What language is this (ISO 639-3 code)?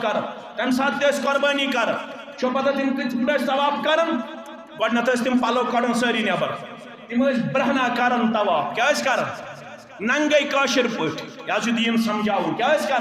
kas